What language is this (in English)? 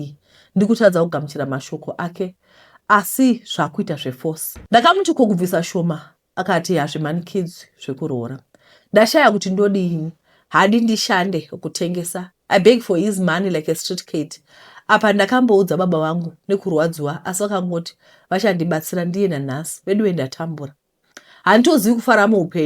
Shona